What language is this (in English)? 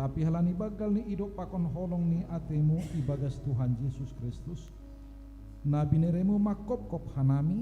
Batak Simalungun